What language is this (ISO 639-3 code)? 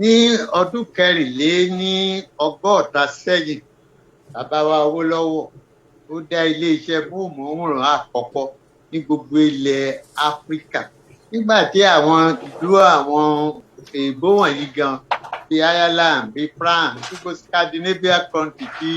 yor